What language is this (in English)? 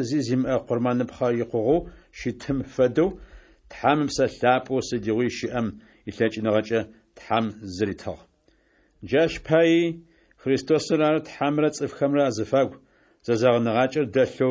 Adyghe